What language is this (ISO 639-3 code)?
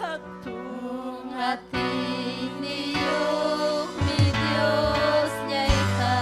quy